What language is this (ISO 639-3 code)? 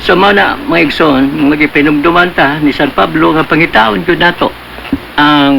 ceb